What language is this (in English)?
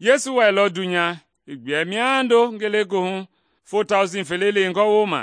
Mende